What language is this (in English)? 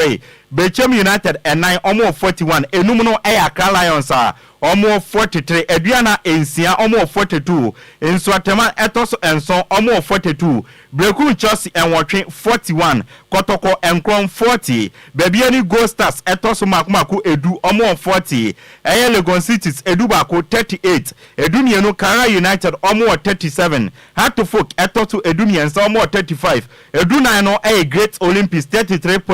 Akan